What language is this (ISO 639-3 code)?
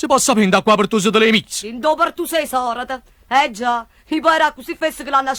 nap